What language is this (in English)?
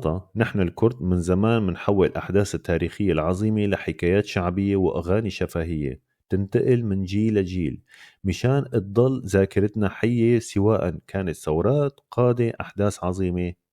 North Levantine Arabic